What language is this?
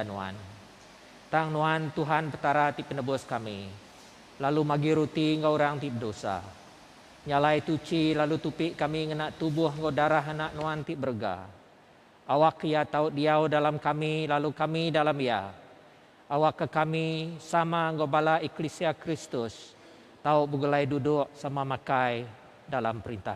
Iban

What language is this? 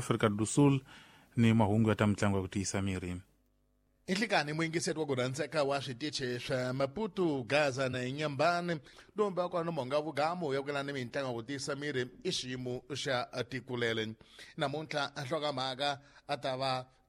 Tsonga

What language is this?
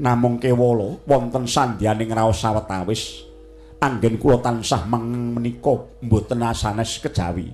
Javanese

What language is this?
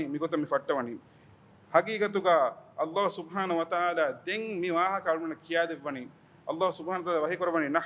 Divehi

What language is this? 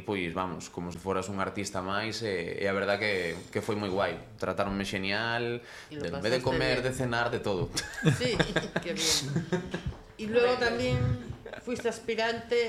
Galician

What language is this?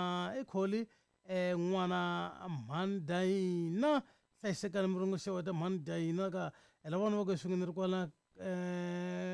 Tsonga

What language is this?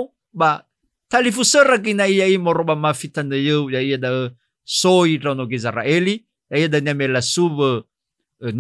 Nias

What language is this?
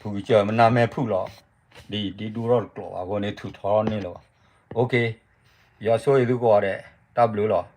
S'gaw Karen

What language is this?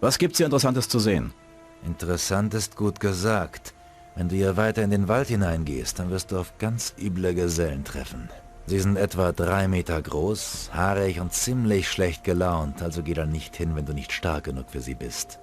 Bavarian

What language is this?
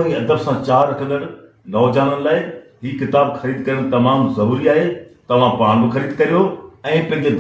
Sindhi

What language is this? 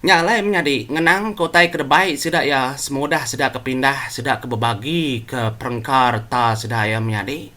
Iban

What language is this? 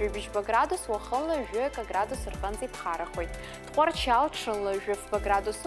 Abkhazian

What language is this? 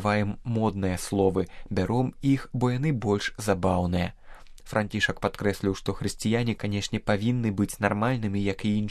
Belarusian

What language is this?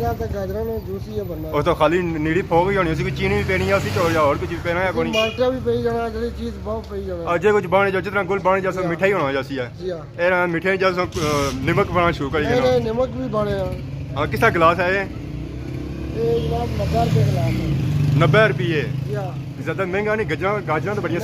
Pahari-Potwari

